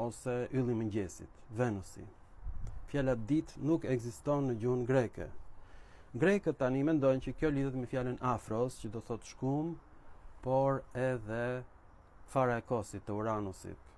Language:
Albanian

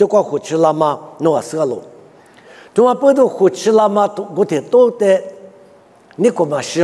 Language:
Lisu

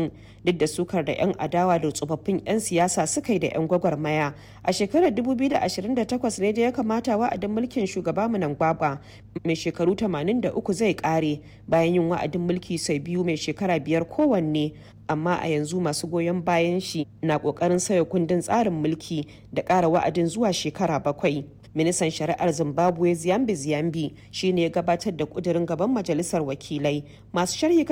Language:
Hausa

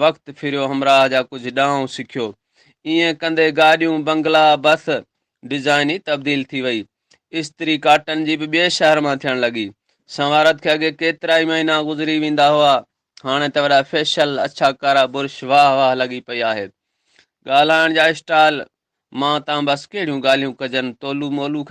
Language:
Sindhi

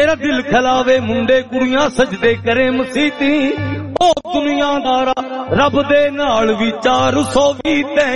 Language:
Punjabi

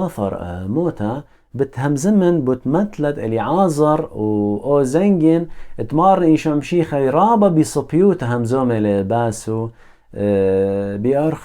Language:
Assyrian Neo-Aramaic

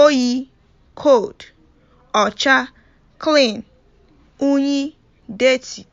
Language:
Igbo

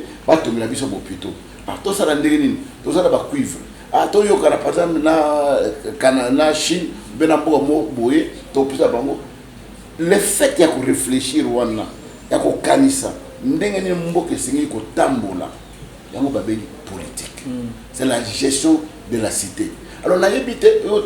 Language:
Lingala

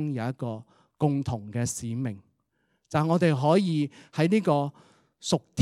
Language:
Cantonese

